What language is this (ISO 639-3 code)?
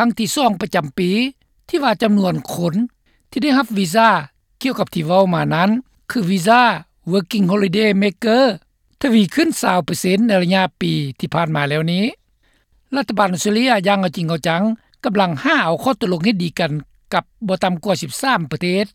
lao